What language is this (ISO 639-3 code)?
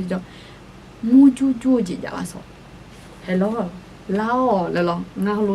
ahk